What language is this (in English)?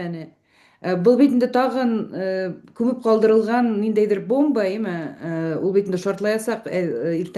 Bashkir